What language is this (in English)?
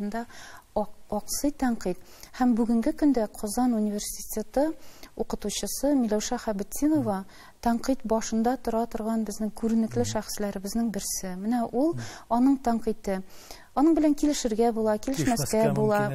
Tatar